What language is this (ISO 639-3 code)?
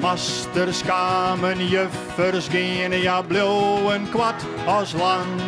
fry